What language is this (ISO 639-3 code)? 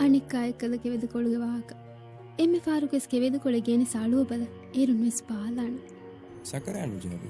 div